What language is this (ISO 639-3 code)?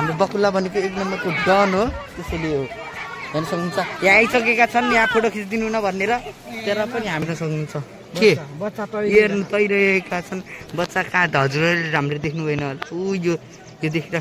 nep